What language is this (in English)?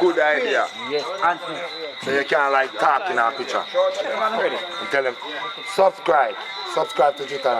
Jamaican Creole English